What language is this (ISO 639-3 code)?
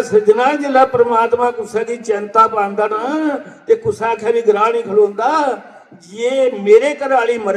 doi